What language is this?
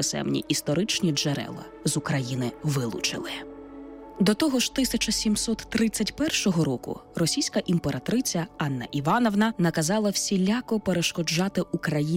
Ukrainian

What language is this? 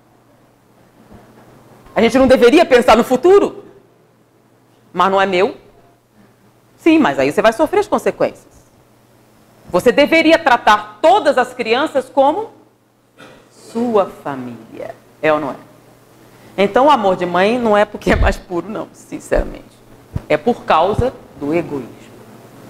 Portuguese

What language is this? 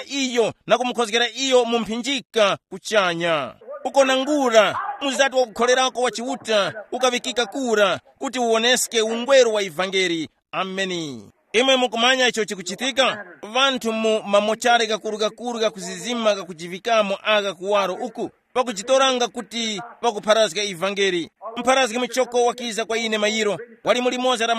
Tumbuka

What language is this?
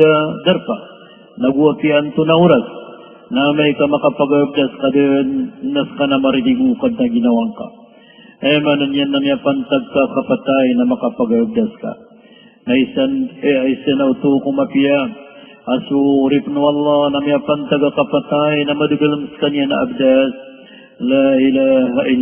Maranao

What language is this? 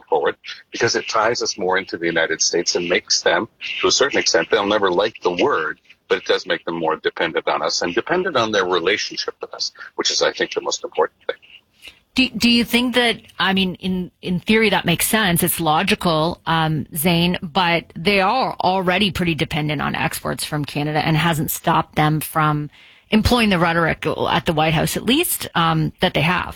English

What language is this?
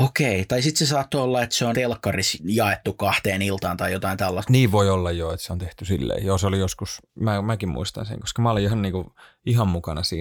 Finnish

